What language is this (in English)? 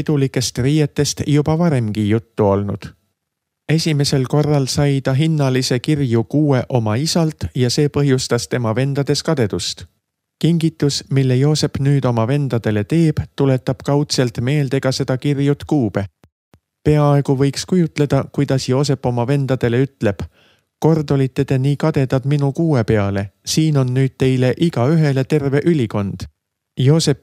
Estonian